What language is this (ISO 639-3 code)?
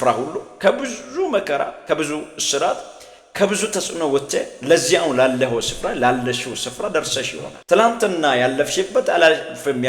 amh